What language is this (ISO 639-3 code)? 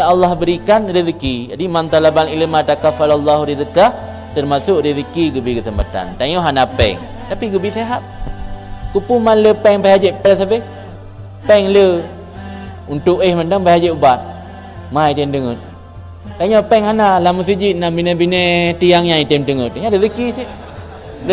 ace